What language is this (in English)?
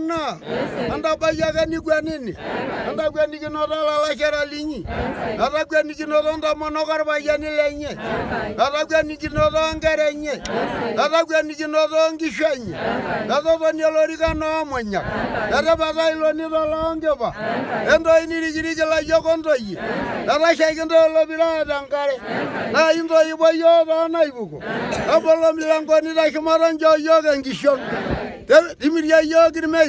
Masai